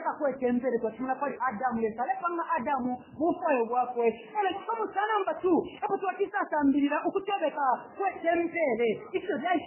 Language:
Bemba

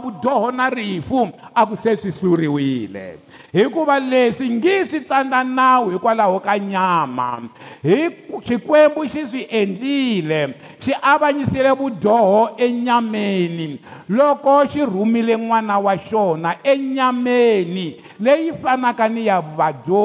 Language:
Tsonga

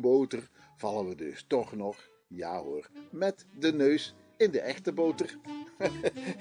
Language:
Dutch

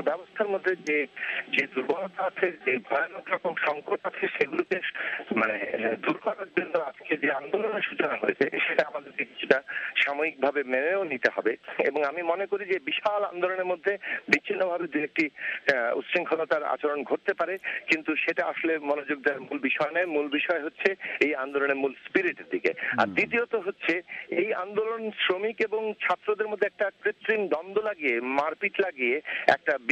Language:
Bangla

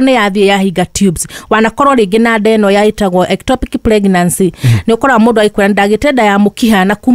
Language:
Kikuyu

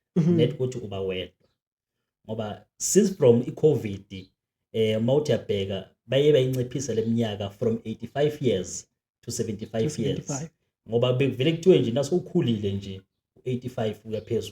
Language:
Zulu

